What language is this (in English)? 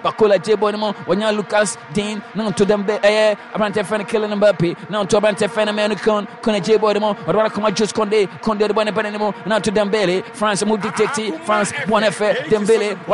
Akan